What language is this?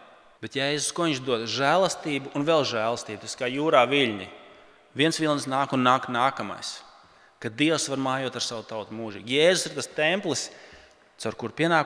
Latvian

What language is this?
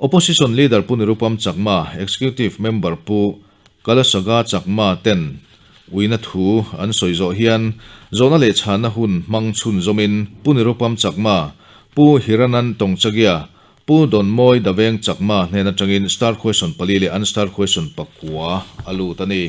Mizo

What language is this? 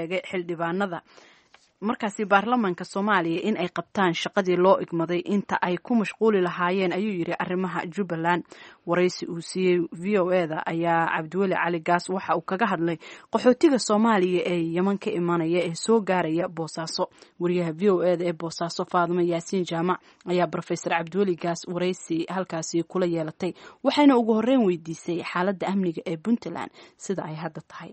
Somali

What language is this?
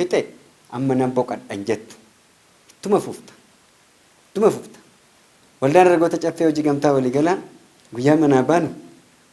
Oromo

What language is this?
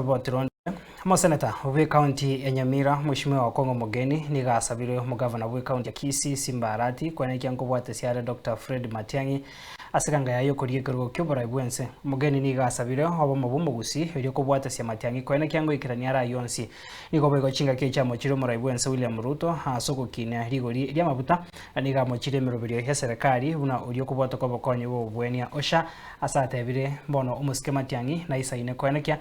Gusii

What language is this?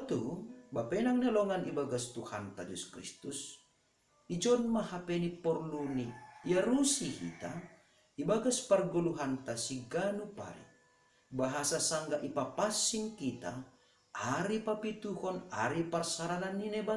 Batak Simalungun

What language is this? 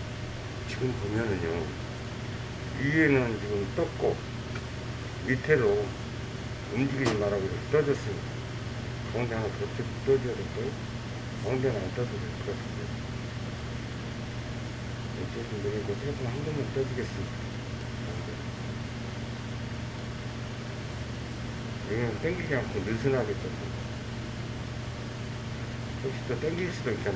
Korean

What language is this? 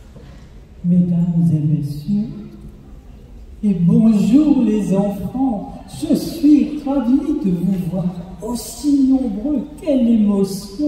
French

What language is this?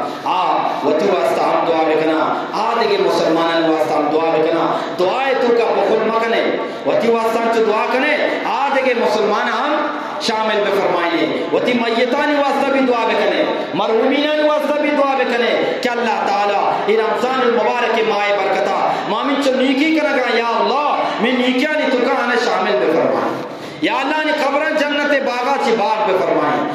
Eastern Balochi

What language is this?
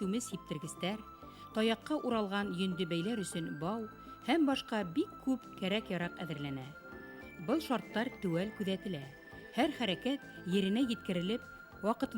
Bashkir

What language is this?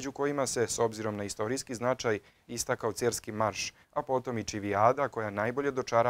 Serbian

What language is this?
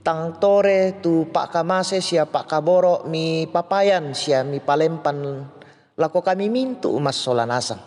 Toraja-Sa'dan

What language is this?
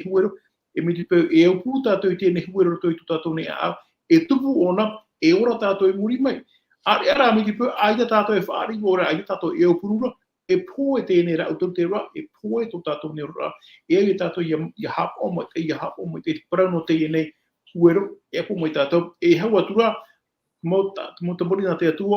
Tahitian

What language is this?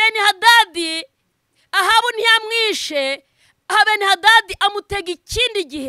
Kinyarwanda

